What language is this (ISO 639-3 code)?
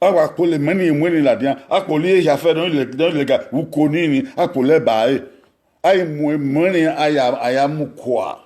bin